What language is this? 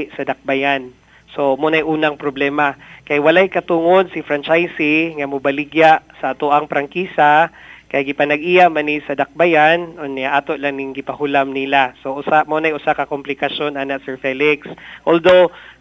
Cebuano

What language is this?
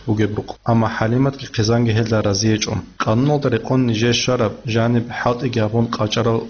Avaric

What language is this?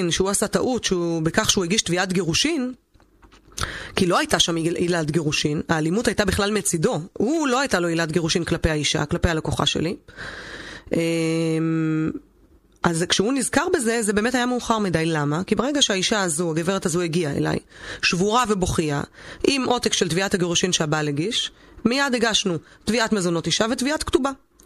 Hebrew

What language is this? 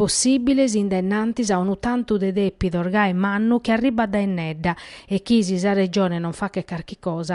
Sardinian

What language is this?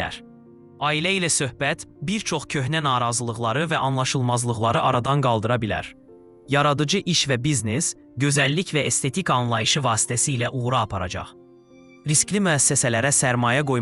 Azerbaijani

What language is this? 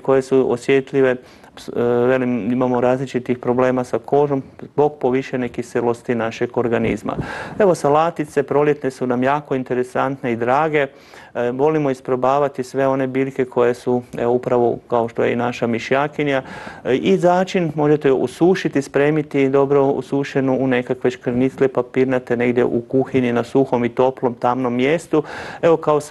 Croatian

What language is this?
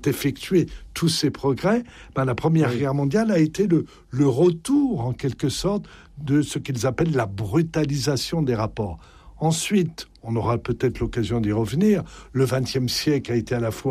French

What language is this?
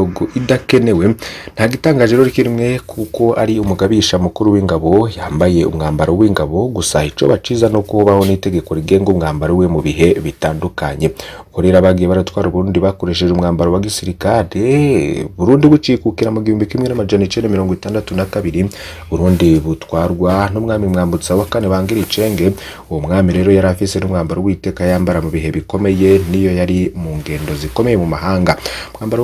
Rundi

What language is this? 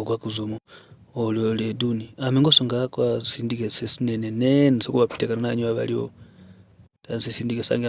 Kwangali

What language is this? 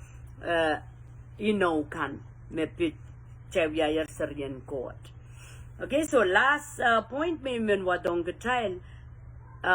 Pohnpeian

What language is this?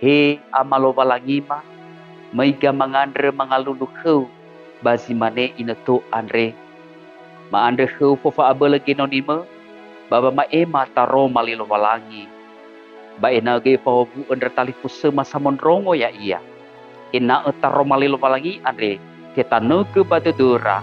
Nias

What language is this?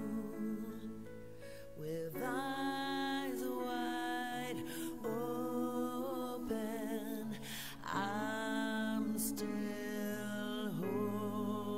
Finnish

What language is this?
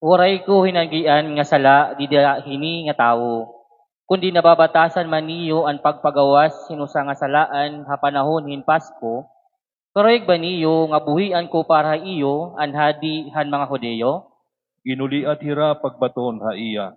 Waray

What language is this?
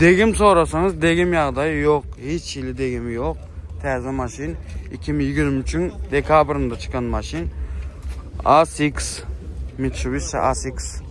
Turkmen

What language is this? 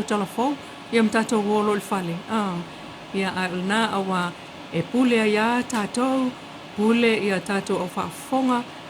Samoan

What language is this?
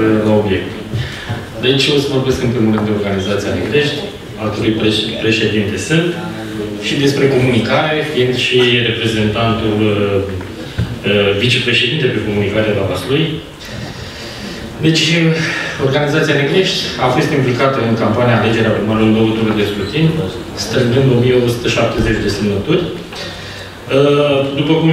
Romanian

